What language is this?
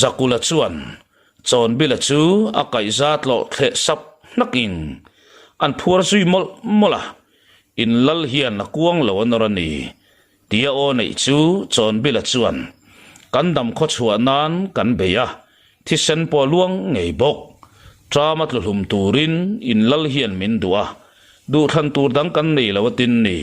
Mizo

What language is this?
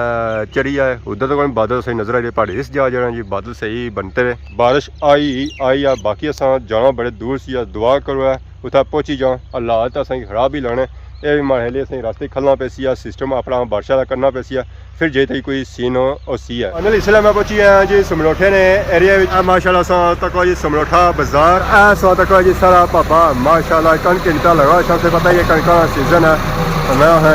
Pahari-Potwari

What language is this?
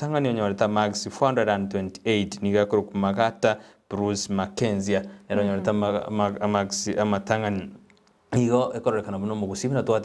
Gusii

